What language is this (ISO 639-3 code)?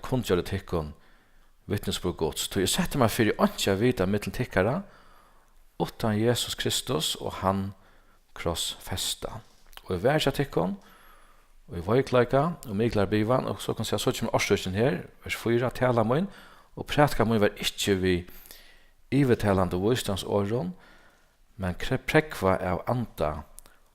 fao